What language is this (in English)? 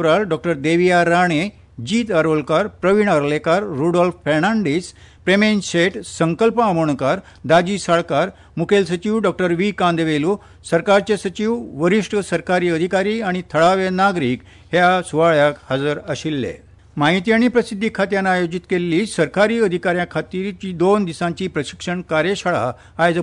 Konkani